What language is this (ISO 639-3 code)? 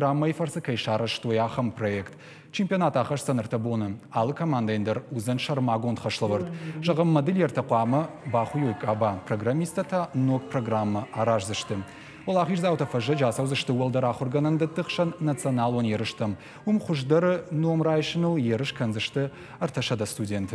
oss